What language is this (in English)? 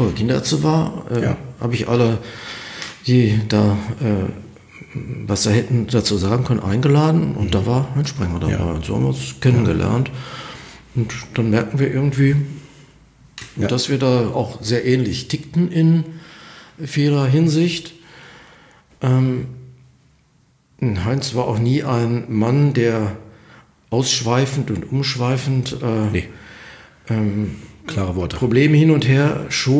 German